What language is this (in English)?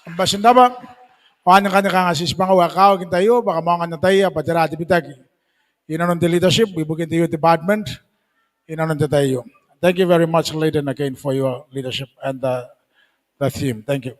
Gilbertese